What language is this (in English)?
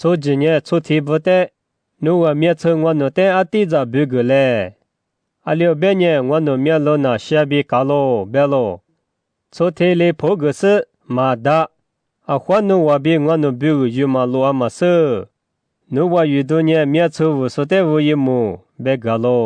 Lisu